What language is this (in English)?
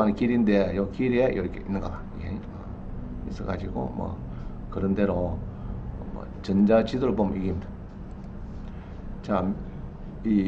Korean